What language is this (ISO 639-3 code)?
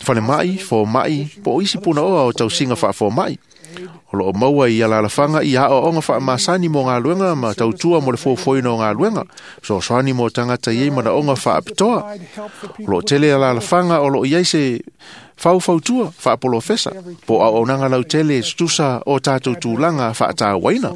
smo